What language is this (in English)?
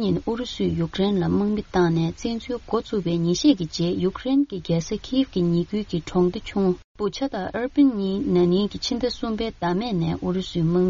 Tibetan